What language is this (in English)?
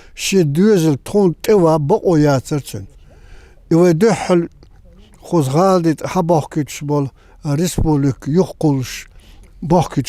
Chechen